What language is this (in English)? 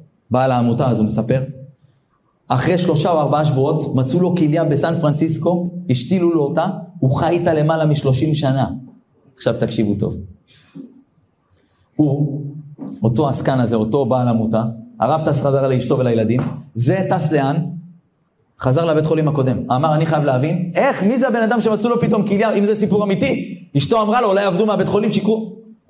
Hebrew